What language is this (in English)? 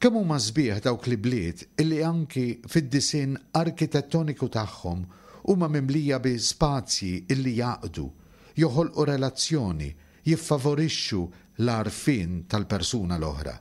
Maltese